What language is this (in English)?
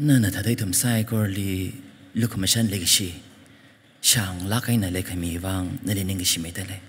Tangkhul Naga (India)